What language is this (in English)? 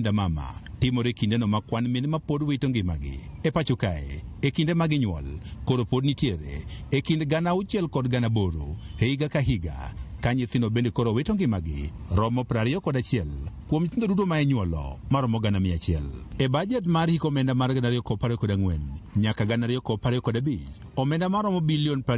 Luo (Kenya and Tanzania)